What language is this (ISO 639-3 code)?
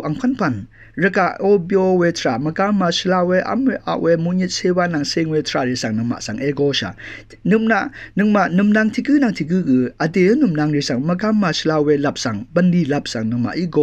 raw